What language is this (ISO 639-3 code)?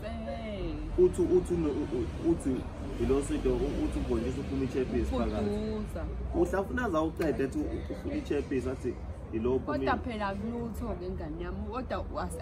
zul